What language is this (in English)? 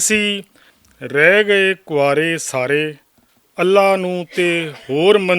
Western Panjabi